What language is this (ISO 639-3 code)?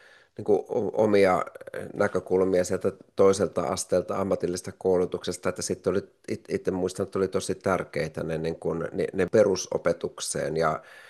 fin